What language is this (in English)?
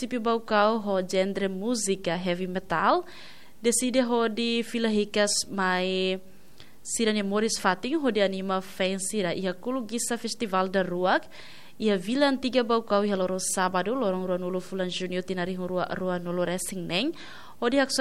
Tetum